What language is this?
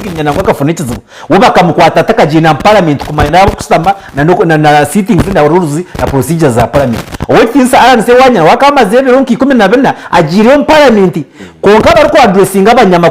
Nyankole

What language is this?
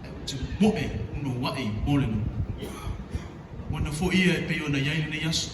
Samoan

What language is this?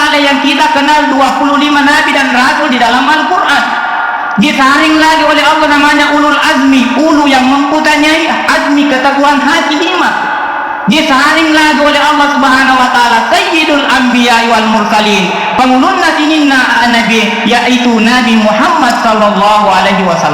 Buginese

